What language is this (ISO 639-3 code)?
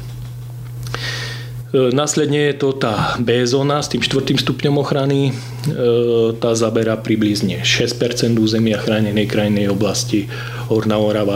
slk